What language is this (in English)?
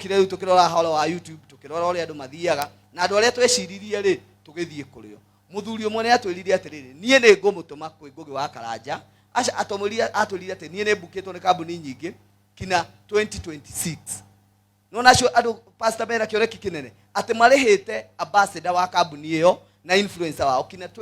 Kikuyu